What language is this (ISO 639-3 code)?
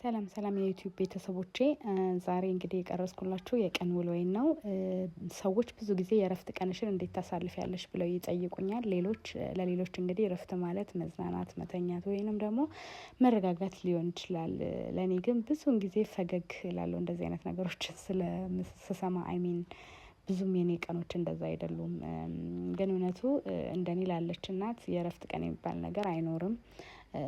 amh